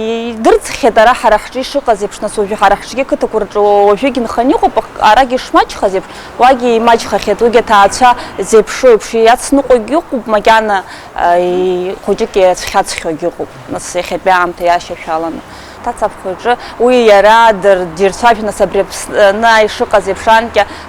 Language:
Abkhazian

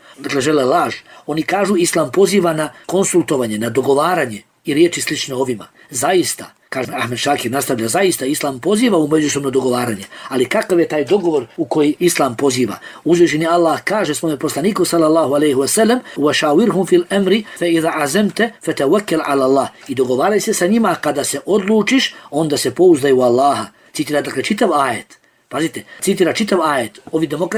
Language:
Bosnian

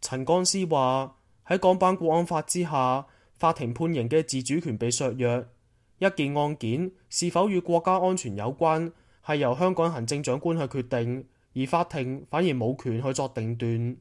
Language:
Cantonese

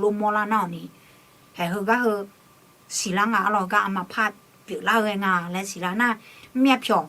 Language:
Akha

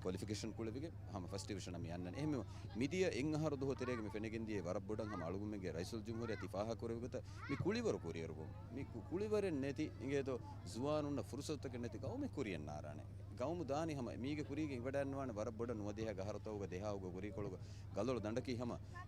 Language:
Divehi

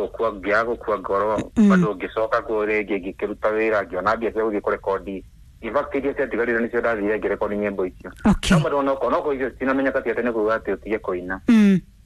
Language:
Kikuyu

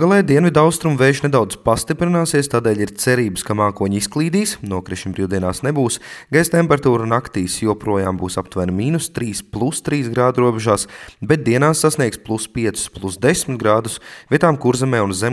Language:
Latvian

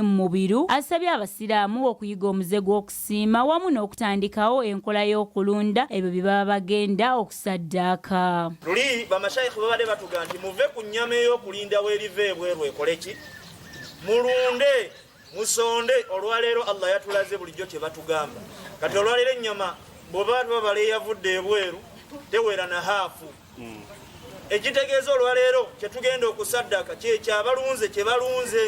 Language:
Ganda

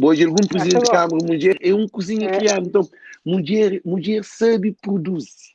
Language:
Kabuverdianu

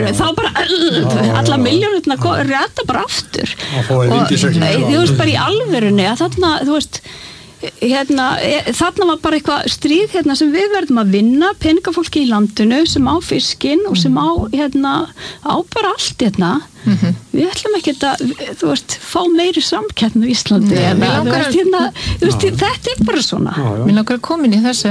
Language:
Icelandic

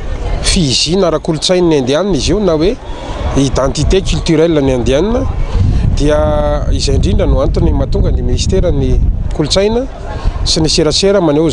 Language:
Malagasy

